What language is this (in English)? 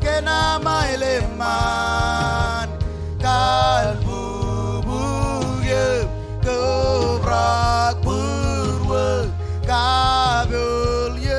Marshallese